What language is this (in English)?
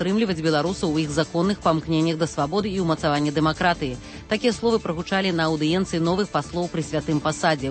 Belarusian